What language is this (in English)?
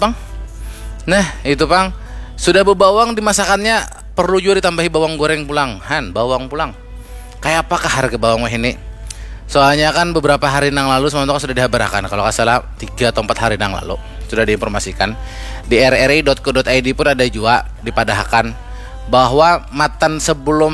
Banjar